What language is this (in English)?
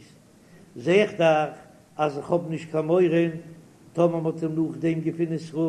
Yiddish